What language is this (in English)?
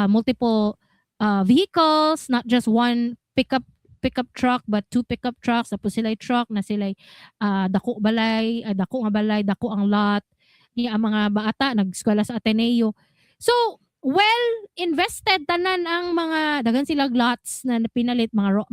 Cebuano